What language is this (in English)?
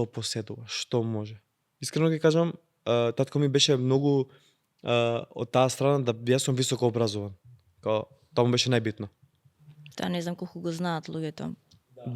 Macedonian